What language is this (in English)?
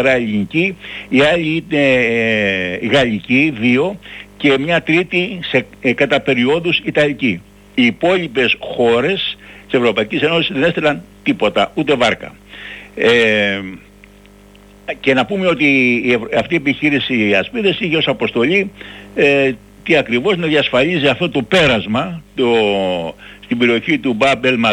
Greek